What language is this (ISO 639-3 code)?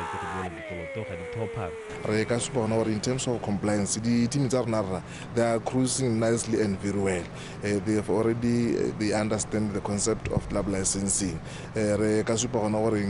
tsn